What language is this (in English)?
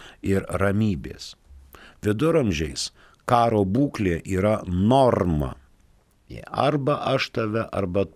Lithuanian